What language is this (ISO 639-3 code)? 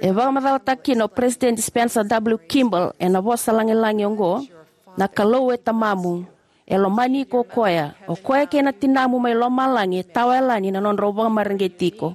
fij